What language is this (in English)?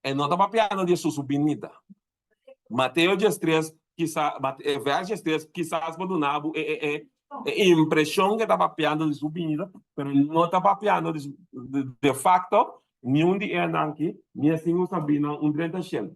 Papiamento